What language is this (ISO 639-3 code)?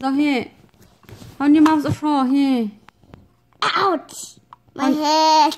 cnh